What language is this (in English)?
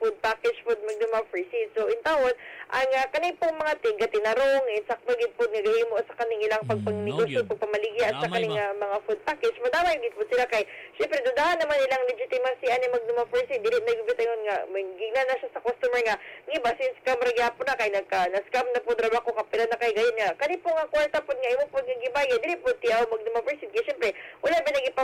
Cebuano